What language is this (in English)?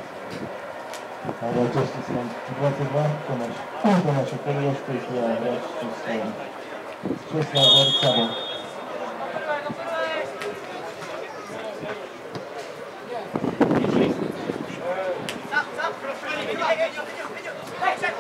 Slovak